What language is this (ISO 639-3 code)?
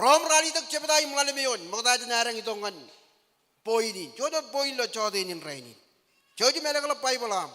mah